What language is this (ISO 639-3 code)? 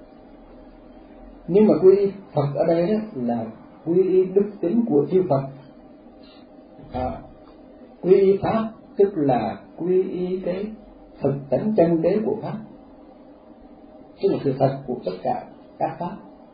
vie